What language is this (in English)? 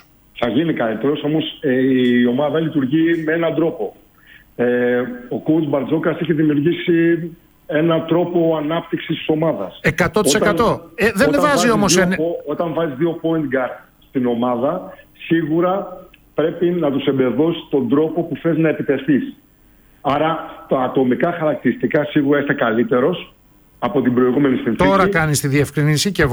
Greek